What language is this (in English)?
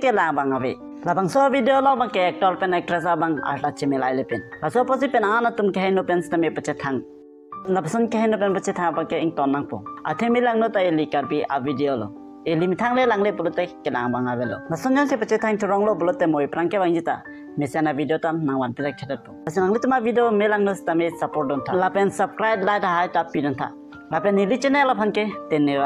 Karbi